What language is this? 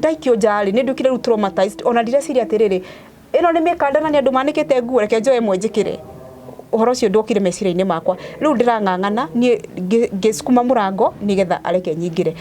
Kikuyu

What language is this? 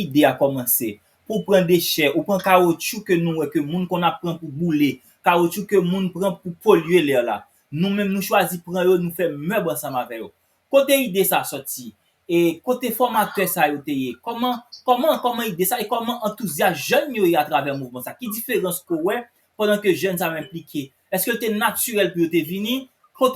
Haitian Creole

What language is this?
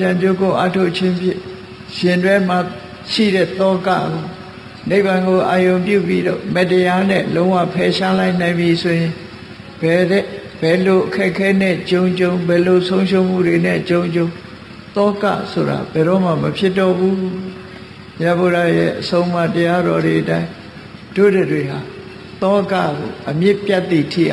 Burmese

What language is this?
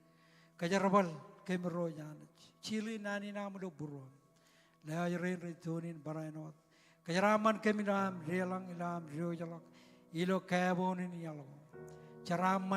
Marshallese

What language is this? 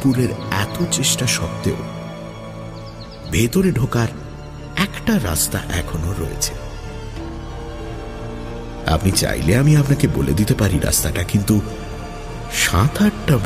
Bangla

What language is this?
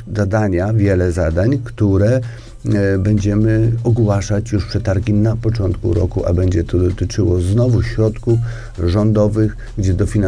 Polish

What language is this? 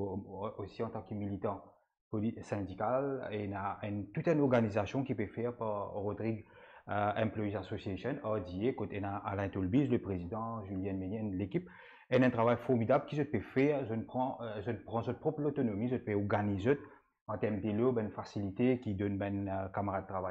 Morisyen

